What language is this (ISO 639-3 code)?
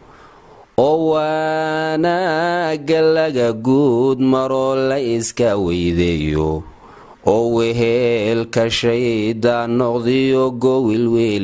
som